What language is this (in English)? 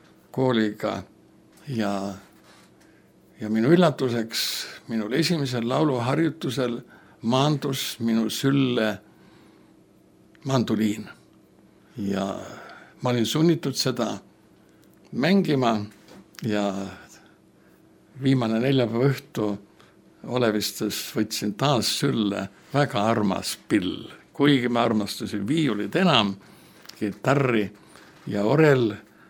Estonian